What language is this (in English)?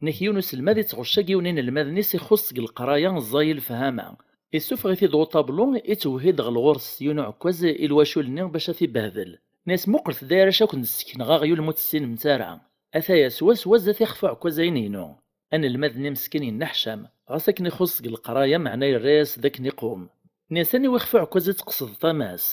Kabyle